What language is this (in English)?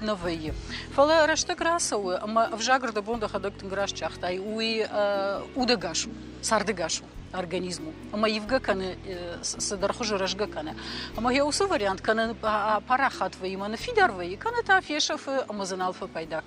Ossetic